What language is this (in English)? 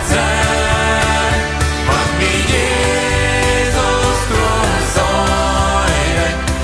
Plautdietsch